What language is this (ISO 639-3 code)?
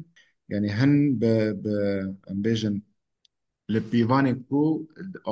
kur